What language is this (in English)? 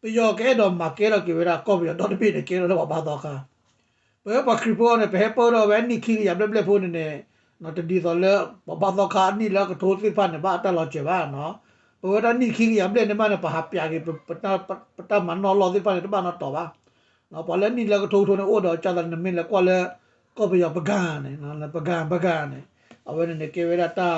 S'gaw Karen